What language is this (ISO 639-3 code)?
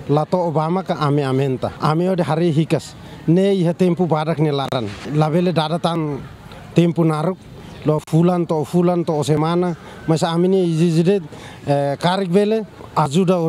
tet